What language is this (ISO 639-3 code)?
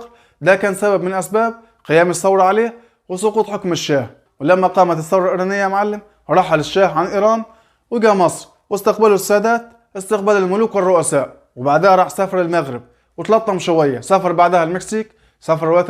arz